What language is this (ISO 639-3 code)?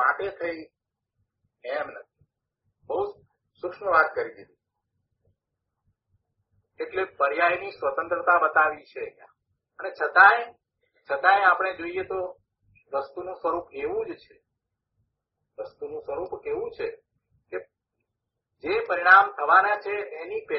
guj